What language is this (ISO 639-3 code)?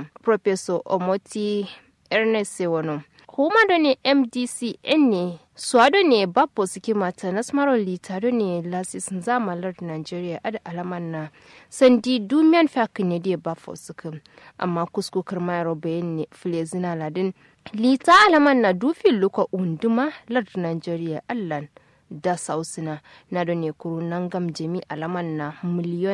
kau